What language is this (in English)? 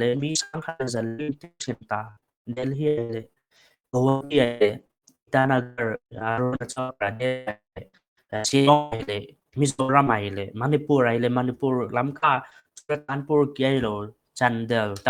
Paite Chin